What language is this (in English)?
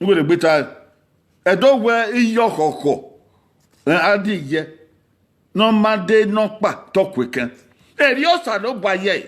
Bini